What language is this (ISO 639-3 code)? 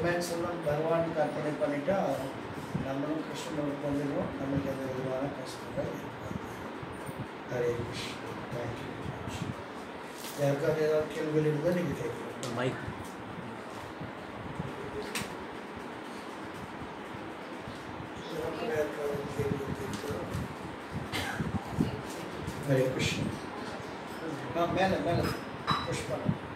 tam